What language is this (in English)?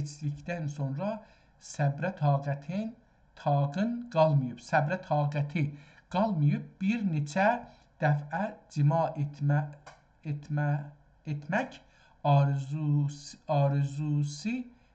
South Azerbaijani